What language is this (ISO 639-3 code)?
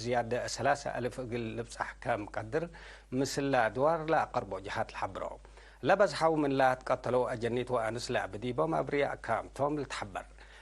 tig